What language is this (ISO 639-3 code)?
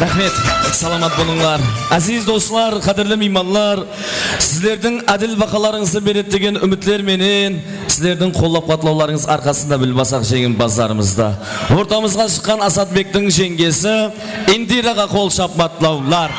kaa